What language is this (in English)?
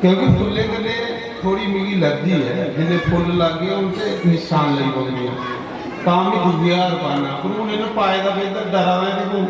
Dogri